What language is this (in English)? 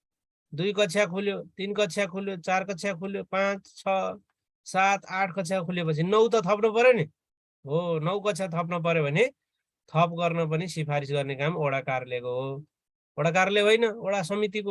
Nepali